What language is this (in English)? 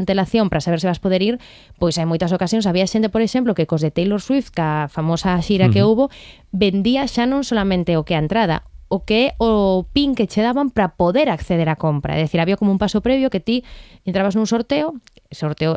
Galician